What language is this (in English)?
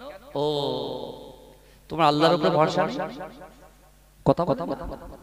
Bangla